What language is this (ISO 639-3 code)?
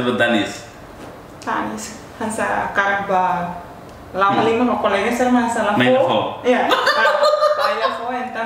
tet